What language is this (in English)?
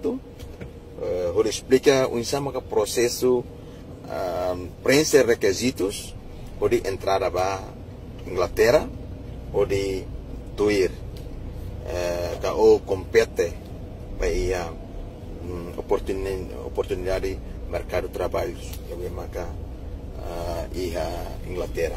Tetum